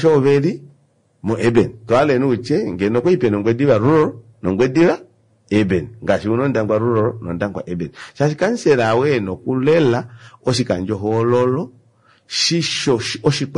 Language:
Kuanyama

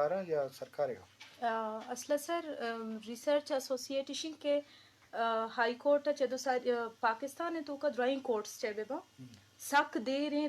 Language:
Eastern Balochi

